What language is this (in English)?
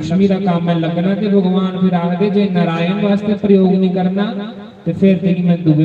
Dogri